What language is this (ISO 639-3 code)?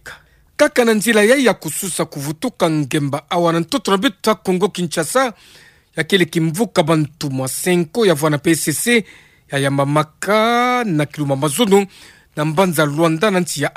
ktu